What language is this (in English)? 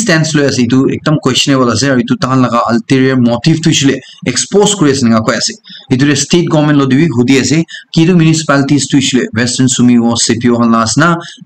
Naga Pidgin